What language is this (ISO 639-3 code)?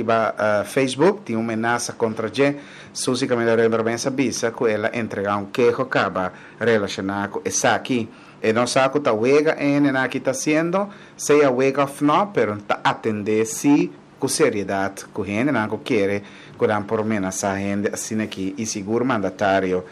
pap